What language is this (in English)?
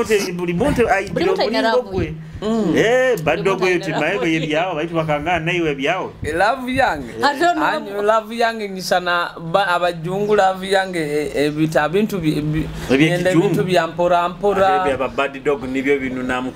Nyoro